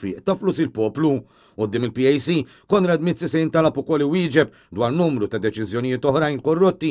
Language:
Maltese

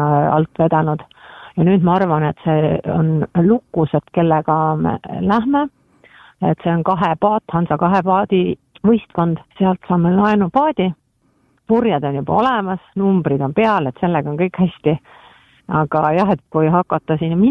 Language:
Estonian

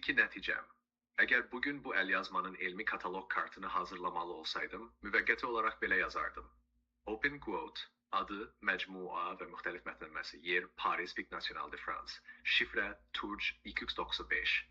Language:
South Azerbaijani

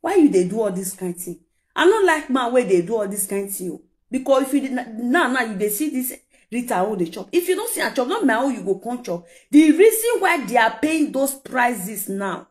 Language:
Nigerian Pidgin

